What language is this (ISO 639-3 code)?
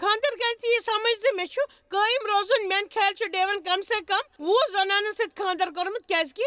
kas